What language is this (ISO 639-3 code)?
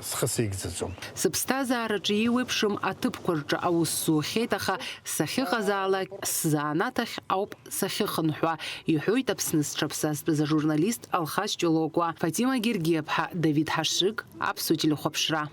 abk